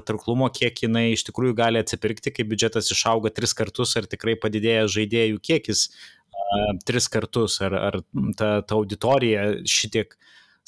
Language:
Lithuanian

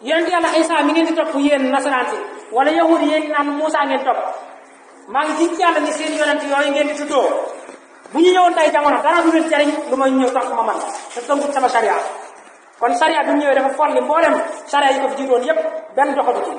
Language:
Wolof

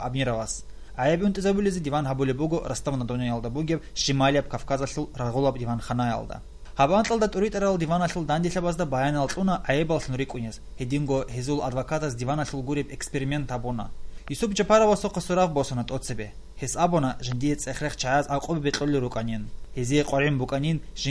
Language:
Avaric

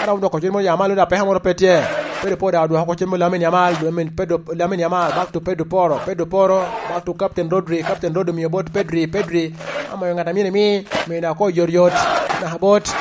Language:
Lango (Uganda)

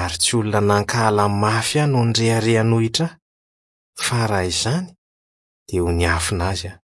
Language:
Malagasy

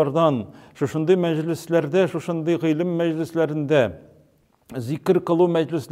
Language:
Tatar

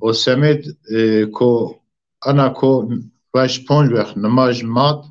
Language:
Zaza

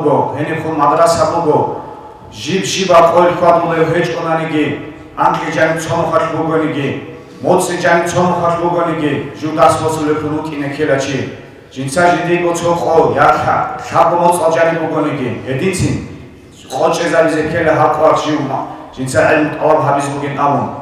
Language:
Avaric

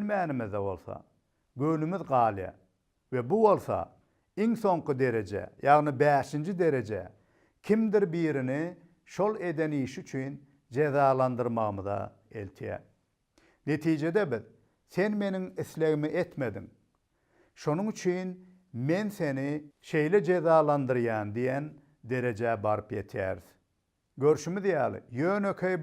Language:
Turkmen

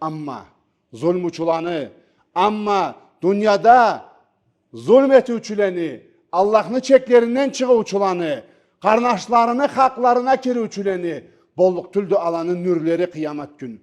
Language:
Karachay-Balkar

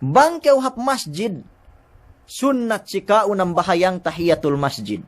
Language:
Yakan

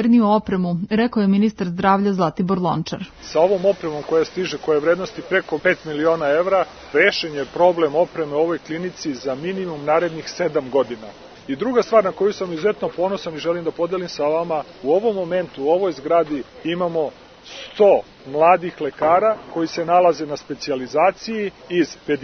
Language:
Serbian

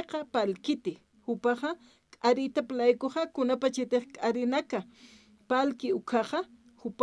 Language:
Aymara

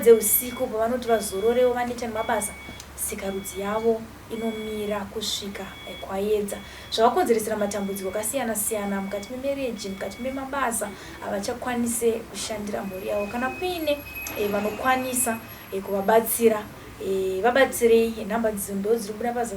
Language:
Shona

